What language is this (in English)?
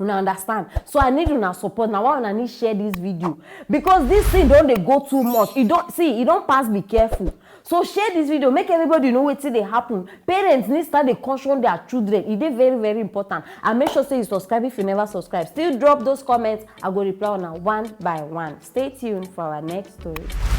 Nigerian Pidgin